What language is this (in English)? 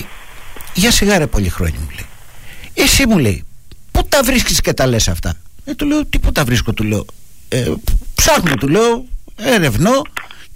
Greek